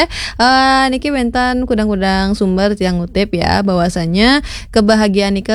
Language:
Balinese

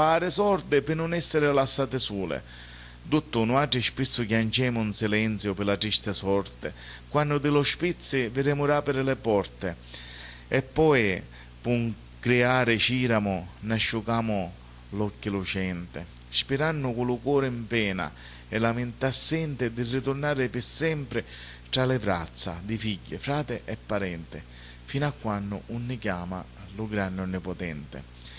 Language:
Sicilian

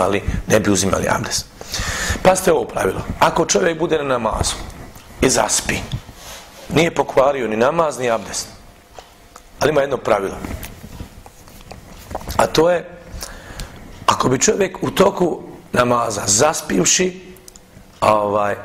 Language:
Bosnian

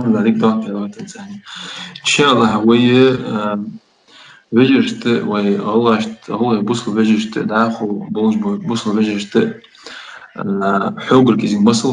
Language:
Ingush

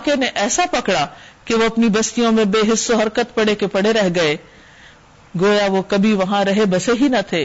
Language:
Urdu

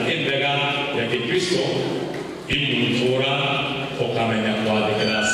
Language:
Meru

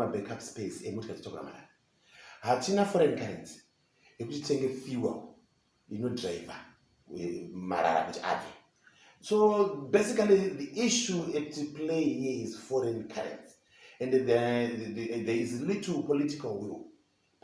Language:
Shona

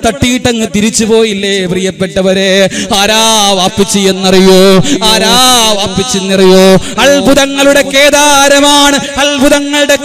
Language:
Malayalam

